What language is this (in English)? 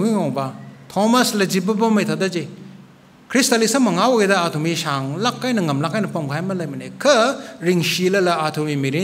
Tangkhul Naga (India)